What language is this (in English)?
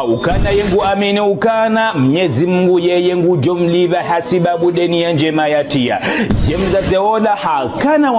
Ngazidja Comorian